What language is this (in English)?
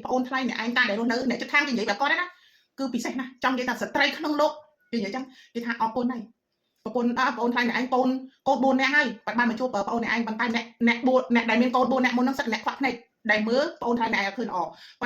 Khmer